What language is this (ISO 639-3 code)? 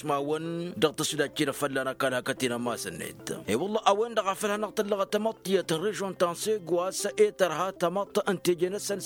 taq